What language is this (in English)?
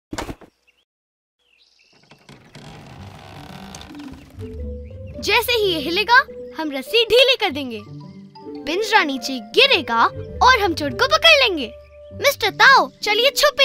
Hindi